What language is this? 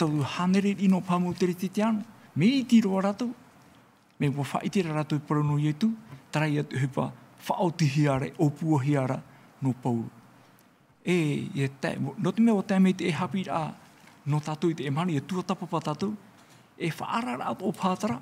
Tahitian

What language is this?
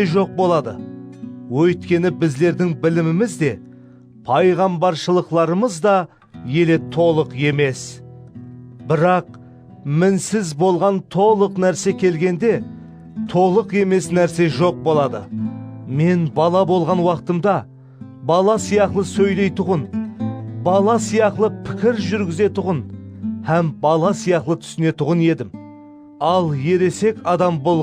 Kara-Kalpak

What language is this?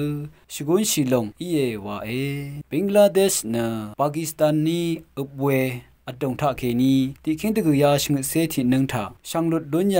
Rawang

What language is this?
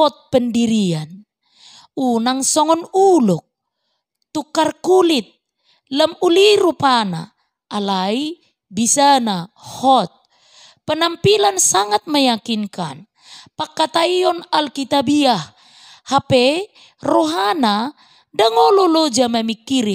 Batak Toba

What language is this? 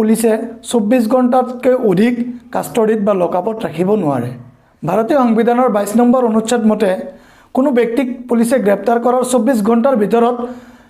Assamese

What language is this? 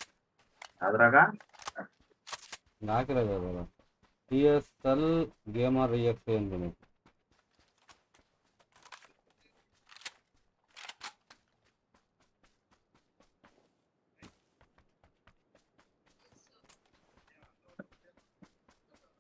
Kannada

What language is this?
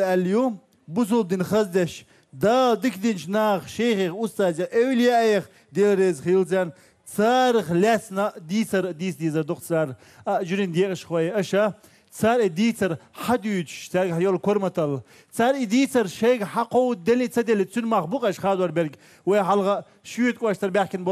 Chechen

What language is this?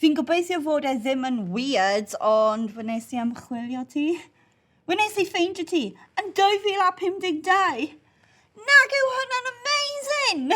Welsh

